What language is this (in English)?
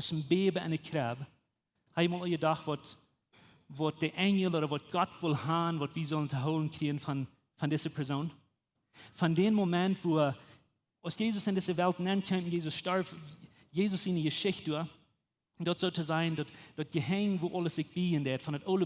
Plautdietsch